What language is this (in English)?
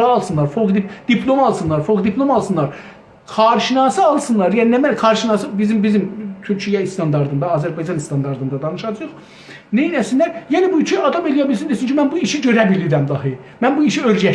South Azerbaijani